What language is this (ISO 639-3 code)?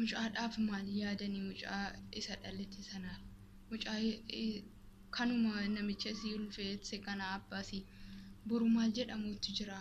orm